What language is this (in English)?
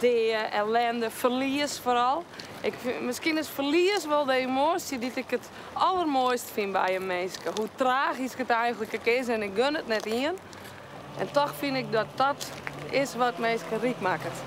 Western Frisian